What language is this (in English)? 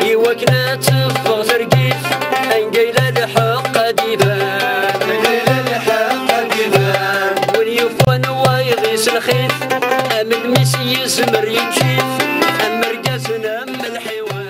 Kabyle